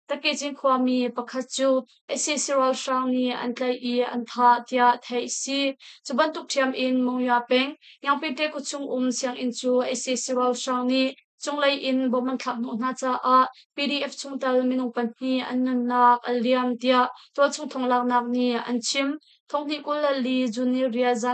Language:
Hakha Chin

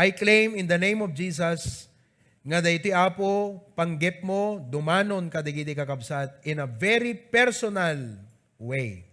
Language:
Iloko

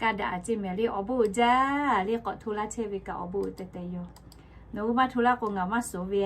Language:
Lahu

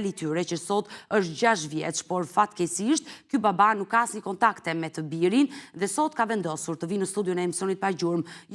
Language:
Albanian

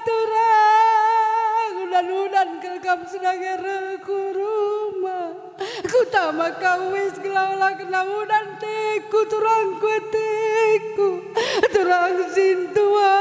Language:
Batak Karo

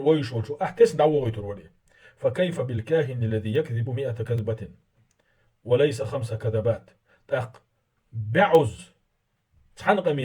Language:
Chechen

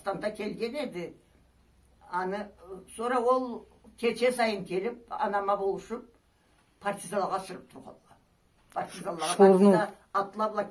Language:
Karachay-Balkar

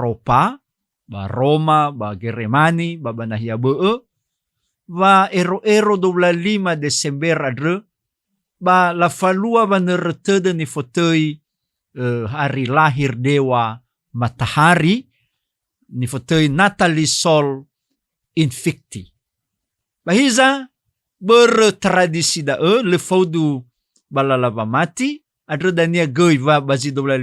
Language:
Nias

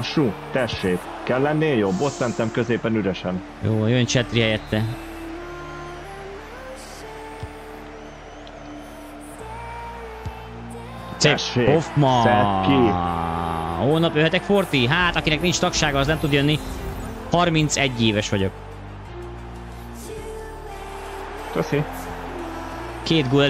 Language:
Hungarian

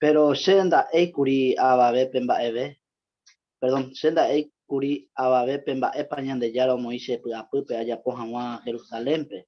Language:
Guarani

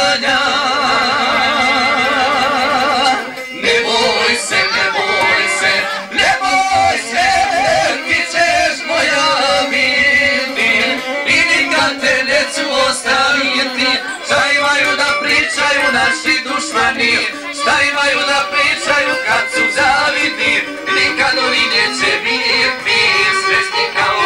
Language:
Croatian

